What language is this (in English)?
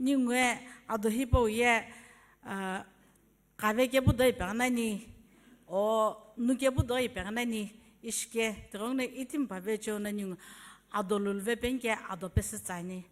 Sumi Naga